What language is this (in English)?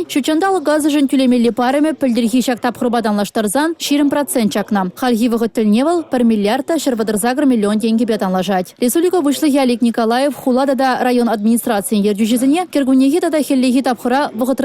Chuvash